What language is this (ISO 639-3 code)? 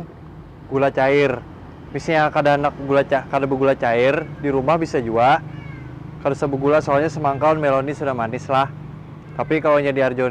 bjn